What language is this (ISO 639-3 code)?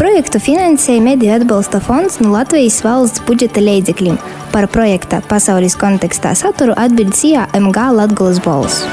lav